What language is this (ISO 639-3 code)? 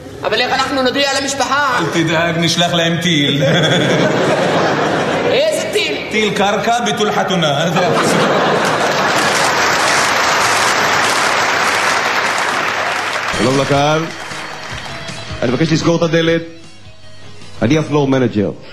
heb